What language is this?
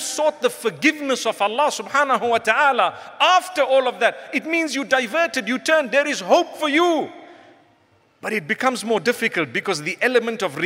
English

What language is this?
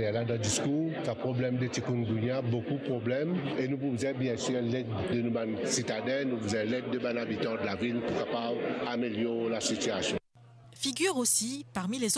Morisyen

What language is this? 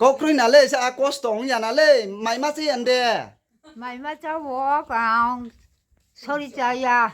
Riang (India)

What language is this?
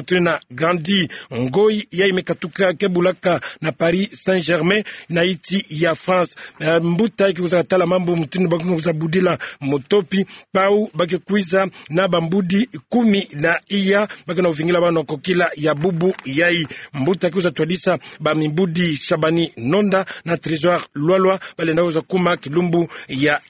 Kituba (Democratic Republic of Congo)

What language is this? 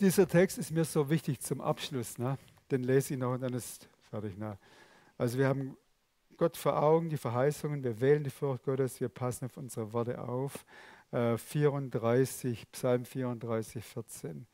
Swiss German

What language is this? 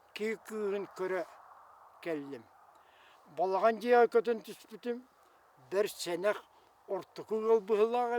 Yakut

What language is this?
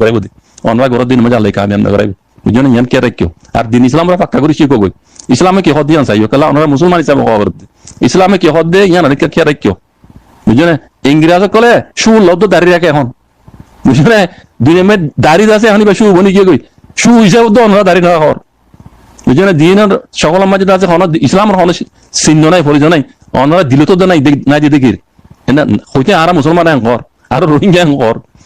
Rohingya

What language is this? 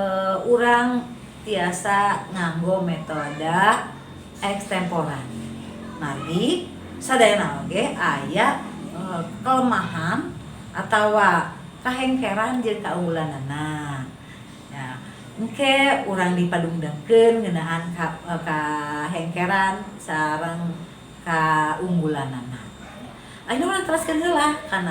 Sundanese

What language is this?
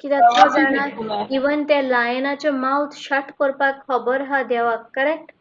Konkani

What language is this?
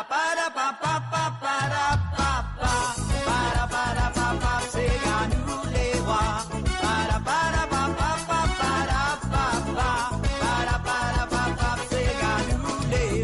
Morisyen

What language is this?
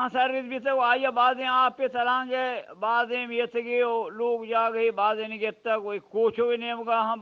Eastern Balochi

